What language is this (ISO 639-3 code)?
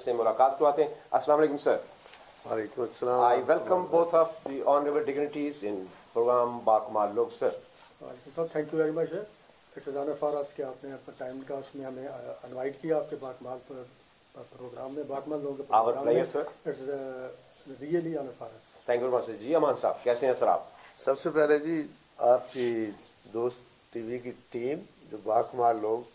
urd